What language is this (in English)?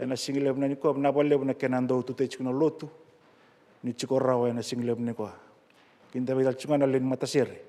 Fijian